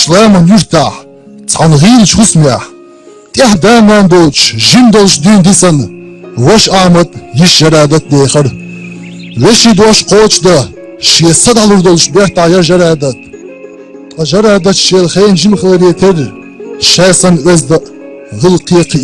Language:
Chechen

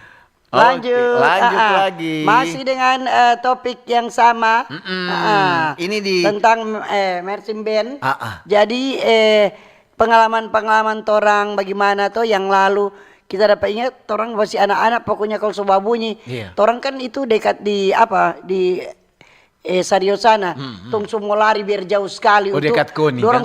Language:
Manado Malay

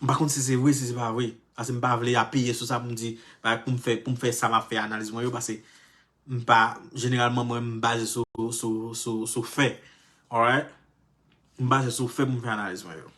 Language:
Haitian Creole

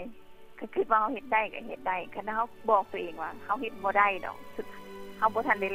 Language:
Lao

